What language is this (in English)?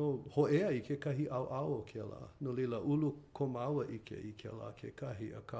Hawaiian